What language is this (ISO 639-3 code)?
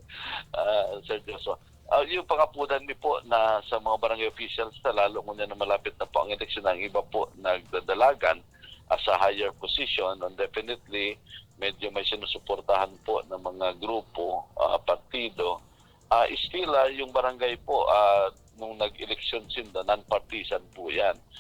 bik